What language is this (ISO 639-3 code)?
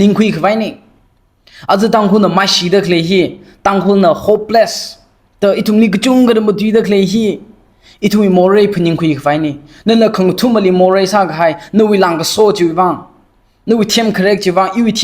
nmf